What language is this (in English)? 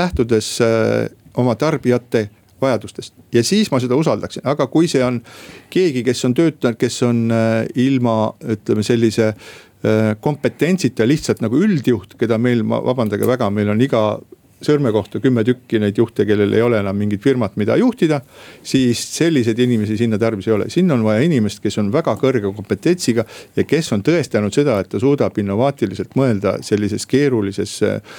Estonian